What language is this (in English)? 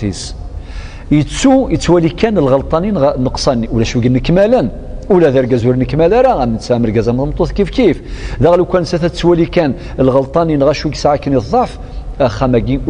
Kabyle